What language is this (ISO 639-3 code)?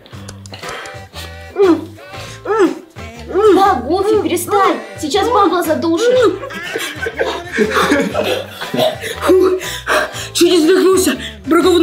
rus